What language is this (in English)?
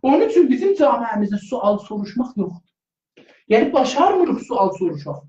South Azerbaijani